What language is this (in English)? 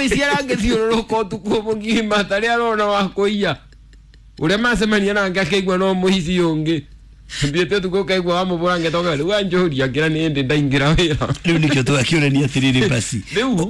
Kikuyu